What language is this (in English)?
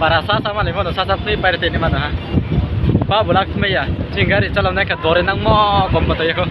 Riang (India)